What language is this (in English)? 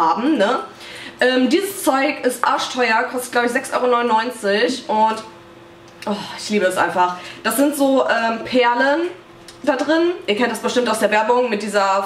German